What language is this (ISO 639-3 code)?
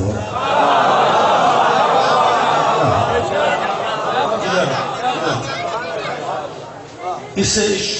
urd